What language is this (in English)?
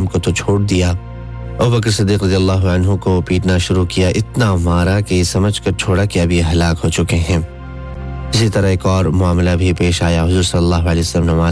Urdu